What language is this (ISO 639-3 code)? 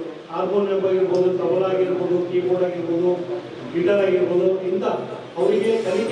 kan